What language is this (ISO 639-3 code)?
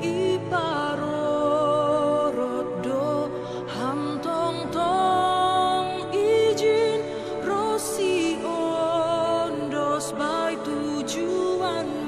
bts